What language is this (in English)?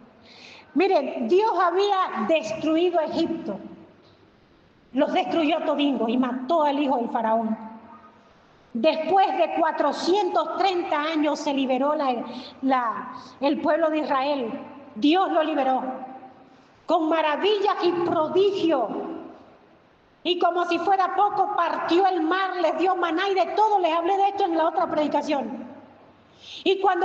Spanish